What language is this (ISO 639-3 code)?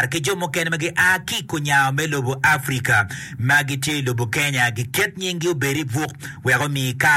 ach